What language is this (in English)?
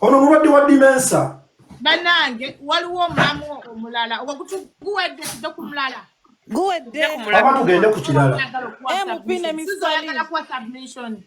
Ganda